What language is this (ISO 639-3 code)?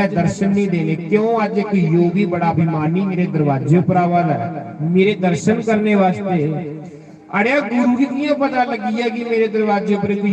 doi